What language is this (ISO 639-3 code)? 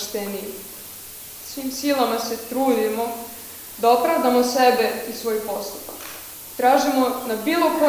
srp